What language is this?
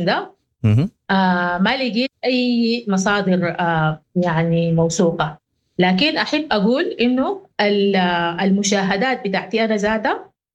Sudanese Arabic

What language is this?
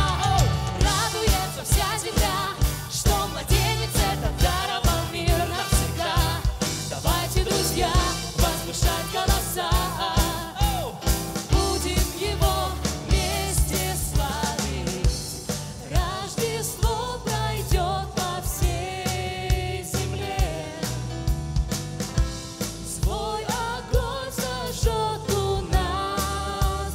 Russian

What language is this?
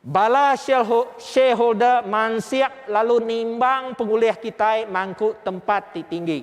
Iban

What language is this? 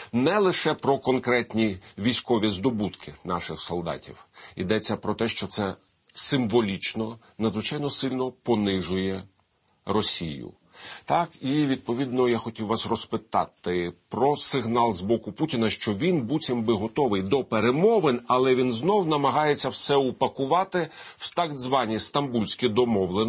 Ukrainian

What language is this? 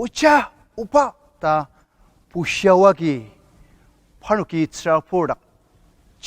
Ao Naga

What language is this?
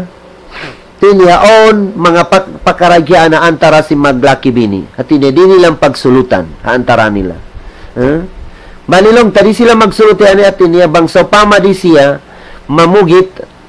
Tausug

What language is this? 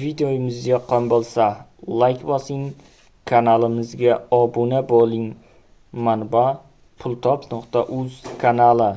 Uzbek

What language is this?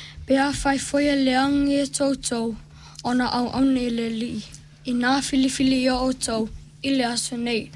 Samoan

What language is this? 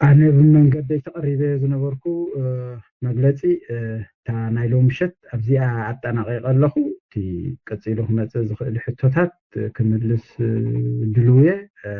Tigrinya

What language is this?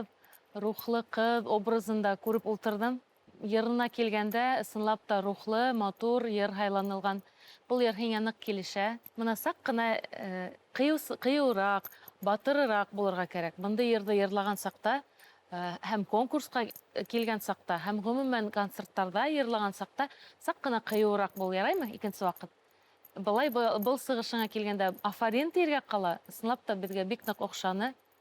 Bashkir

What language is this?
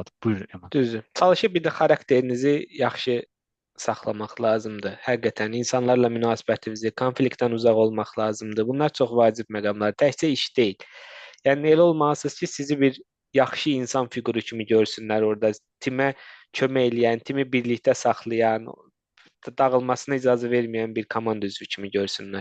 Azerbaijani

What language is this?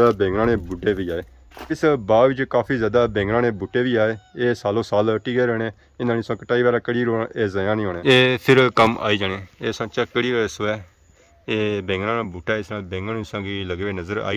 Pahari-Potwari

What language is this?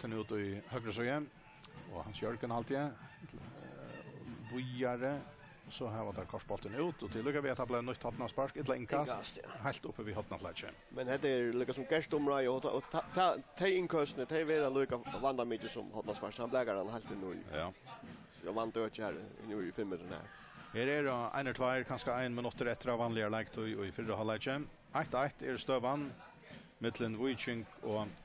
Faroese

